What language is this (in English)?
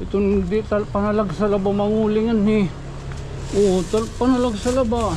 Waray